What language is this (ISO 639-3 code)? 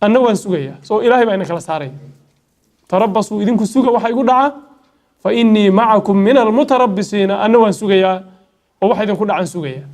som